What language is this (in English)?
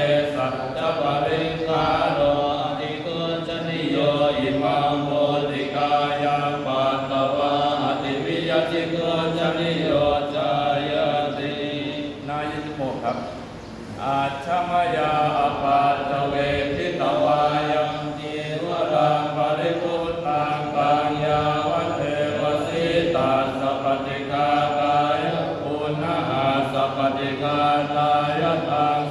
Pali